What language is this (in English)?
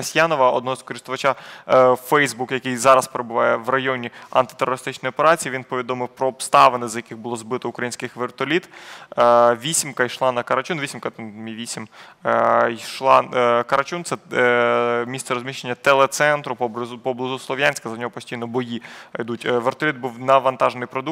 Ukrainian